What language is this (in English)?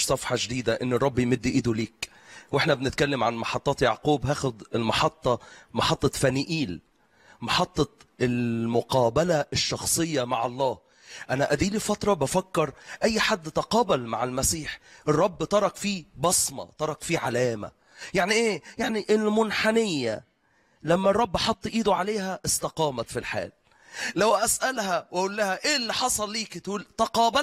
Egyptian Arabic